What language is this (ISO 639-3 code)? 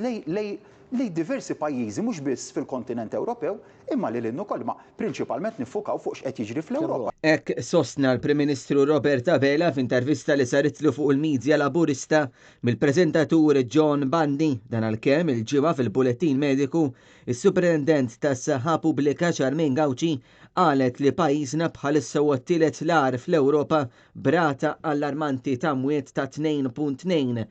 mlt